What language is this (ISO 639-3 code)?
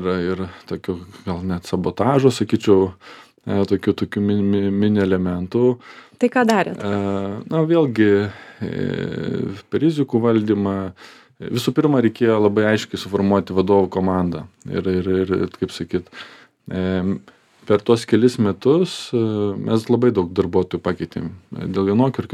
lit